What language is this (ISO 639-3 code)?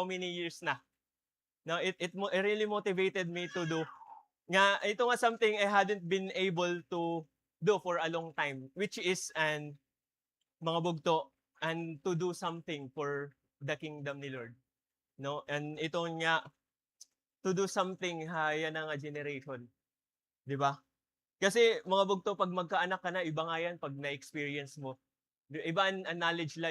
war